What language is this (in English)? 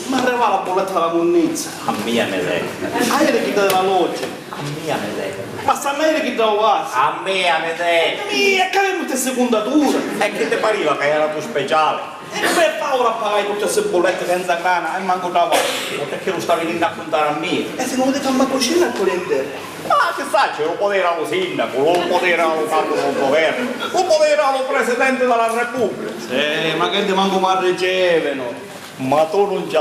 Sicilian